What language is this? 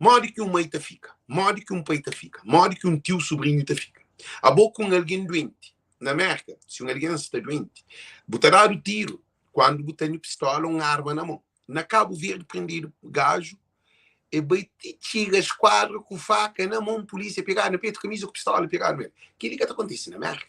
Kabuverdianu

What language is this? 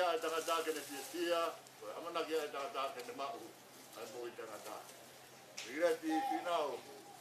Tongan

